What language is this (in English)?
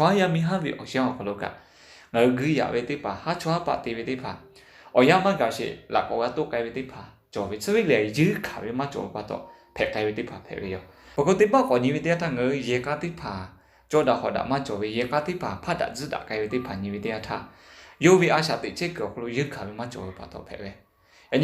Lahu